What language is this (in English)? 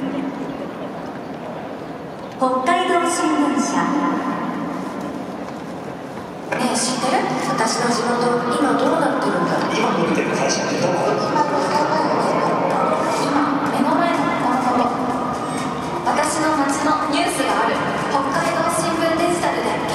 Japanese